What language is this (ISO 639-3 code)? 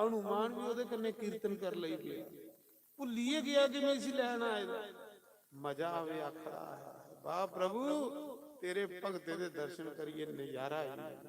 doi